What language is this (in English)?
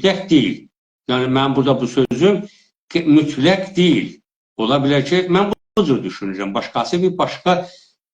South Azerbaijani